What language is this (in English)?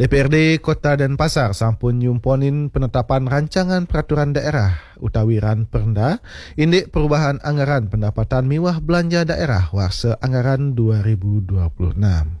Balinese